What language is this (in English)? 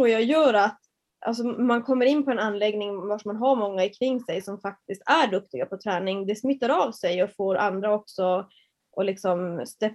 Swedish